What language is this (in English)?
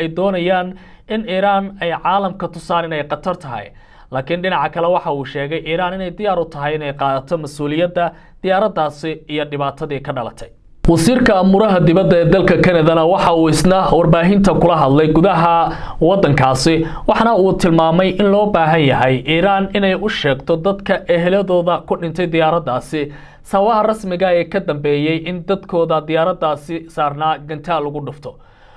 Somali